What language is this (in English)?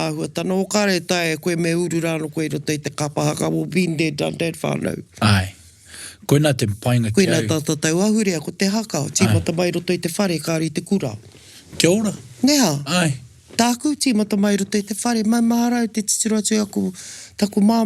Māori